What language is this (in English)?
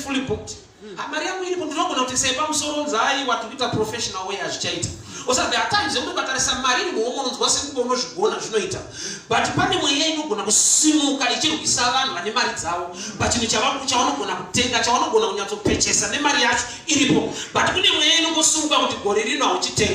Shona